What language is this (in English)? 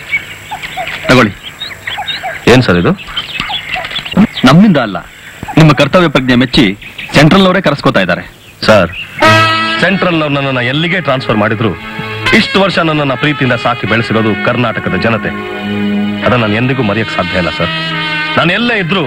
Kannada